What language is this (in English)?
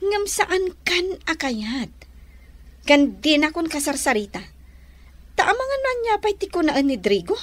Iloko